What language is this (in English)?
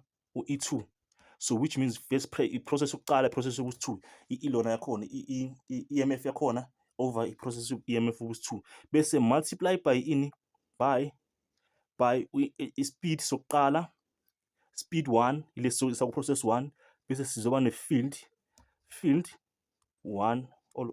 Zulu